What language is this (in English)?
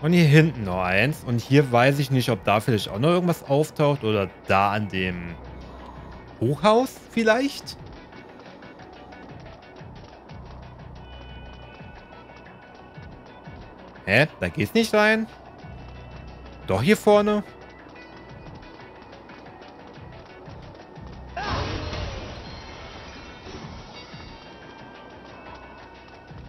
German